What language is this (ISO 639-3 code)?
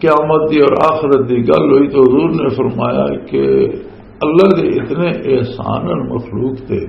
lah